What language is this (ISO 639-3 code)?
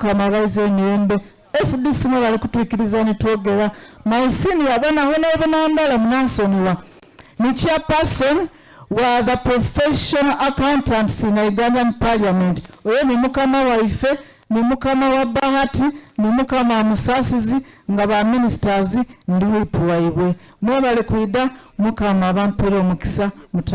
xog